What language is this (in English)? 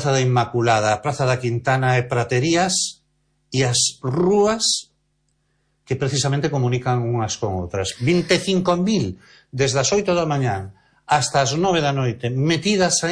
Galician